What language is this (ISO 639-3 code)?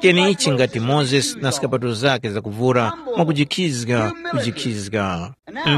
tum